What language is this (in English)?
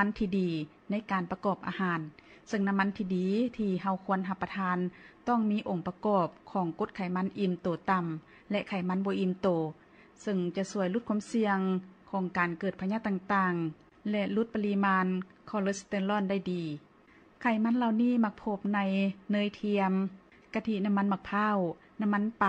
Lao